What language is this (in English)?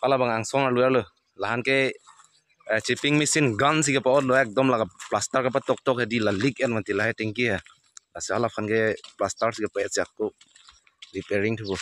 Karbi